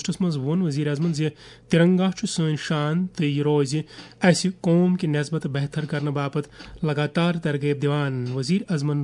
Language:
Kashmiri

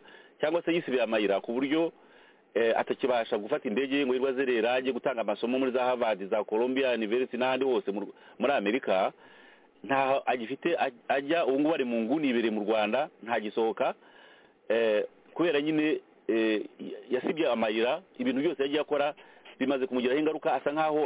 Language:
Kinyarwanda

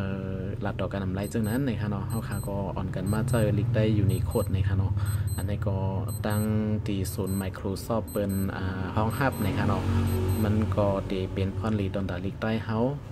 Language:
Shan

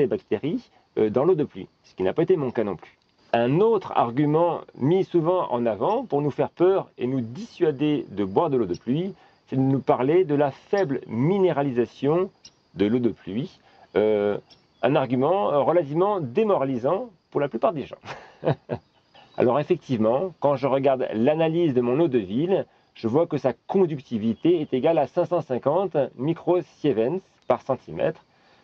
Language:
French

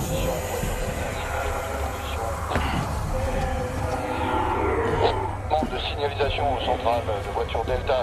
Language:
French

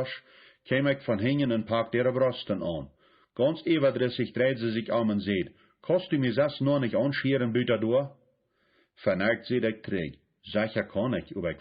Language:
Plautdietsch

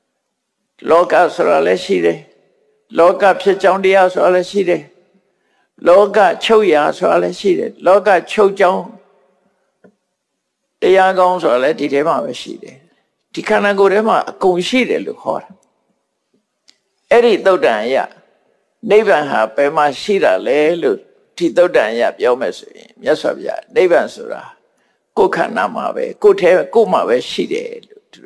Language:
Burmese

